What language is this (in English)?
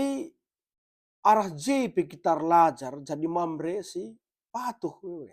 Batak Karo